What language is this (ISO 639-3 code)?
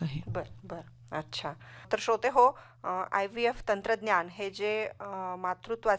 mar